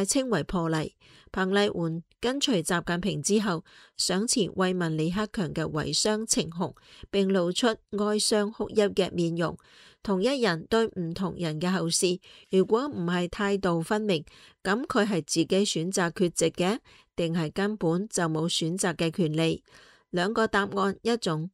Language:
Cantonese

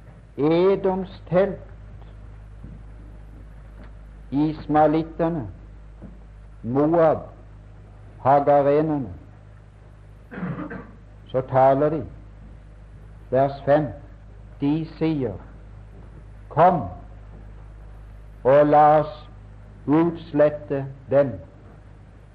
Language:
Norwegian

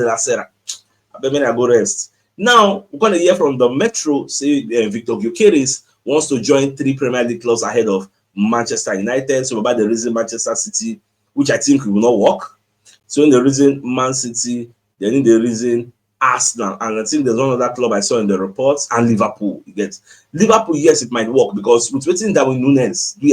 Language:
Nigerian Pidgin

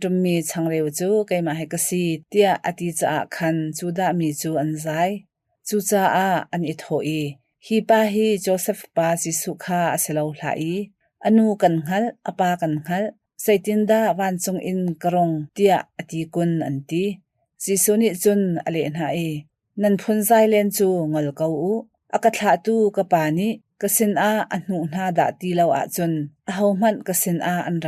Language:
Hakha Chin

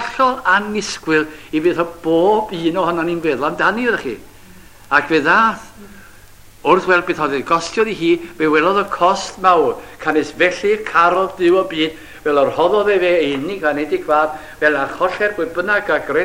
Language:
Welsh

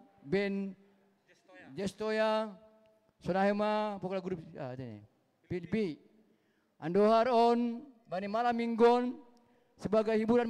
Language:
Batak Simalungun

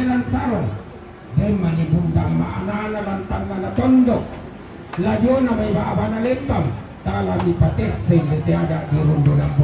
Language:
Toraja-Sa'dan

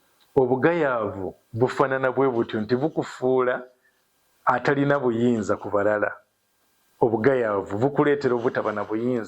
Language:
Ganda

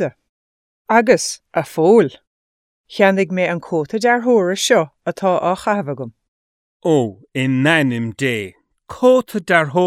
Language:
Irish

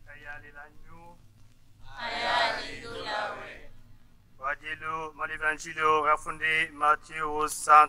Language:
Tetela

